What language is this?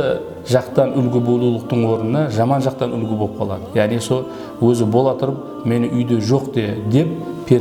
Kara-Kalpak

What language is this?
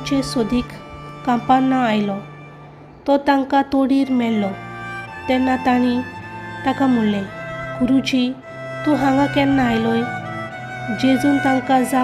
Konkani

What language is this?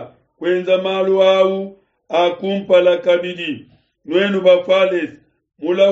Luba-Lulua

